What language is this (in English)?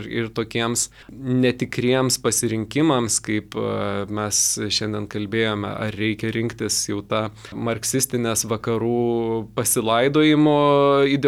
Lithuanian